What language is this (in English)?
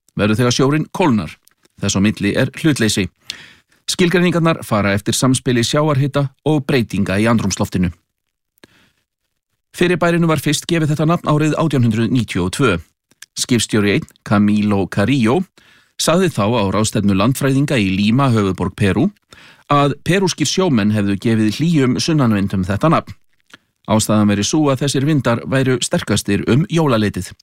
Icelandic